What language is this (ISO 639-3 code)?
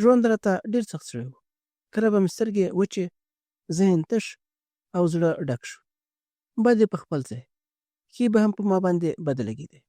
pus